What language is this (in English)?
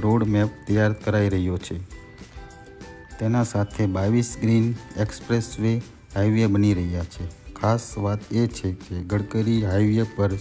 Gujarati